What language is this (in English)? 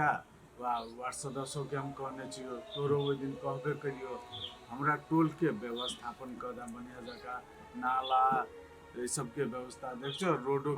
Maithili